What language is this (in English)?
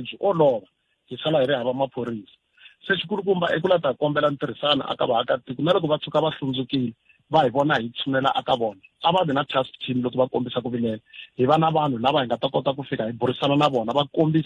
Tsonga